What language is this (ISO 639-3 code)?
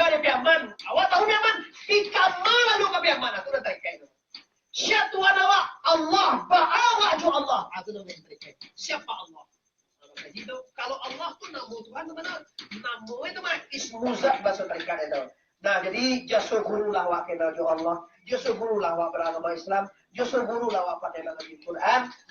min